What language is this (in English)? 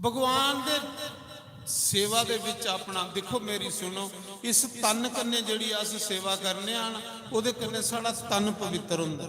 Dogri